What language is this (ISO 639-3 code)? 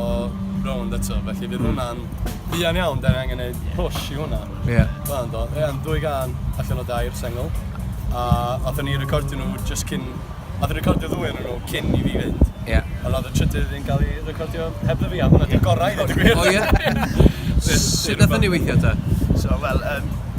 cym